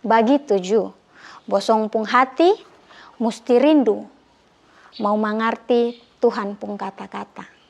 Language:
Kupang Malay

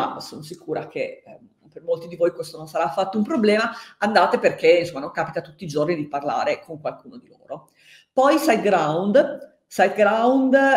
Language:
Italian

